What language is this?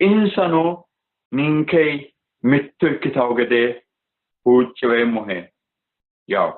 Sidamo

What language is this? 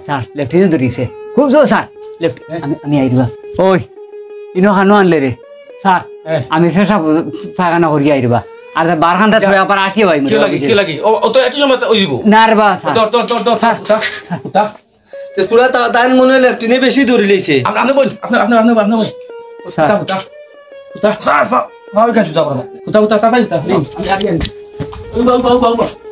Sylheti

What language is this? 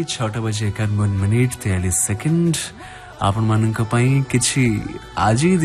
Odia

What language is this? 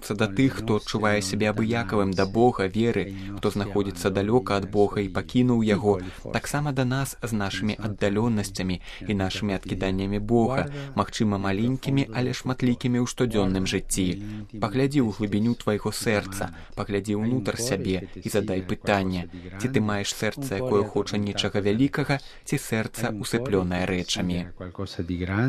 Belarusian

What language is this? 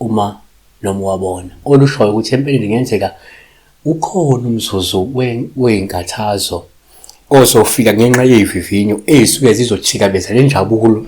Zulu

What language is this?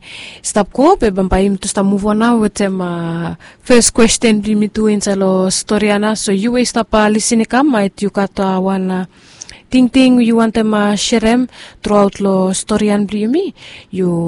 Bislama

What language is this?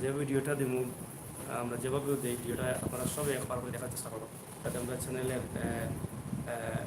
Sylheti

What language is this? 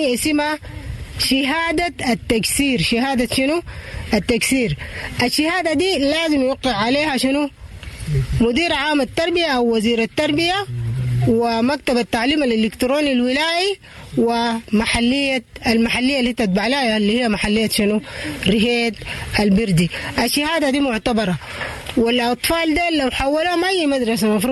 Sudanese Arabic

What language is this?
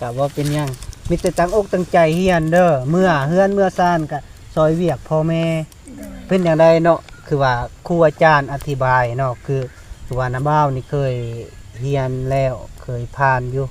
Lao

